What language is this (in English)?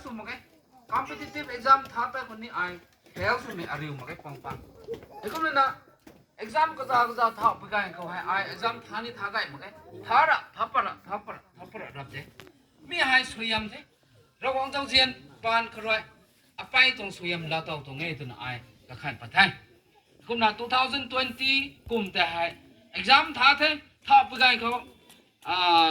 Rongmei Naga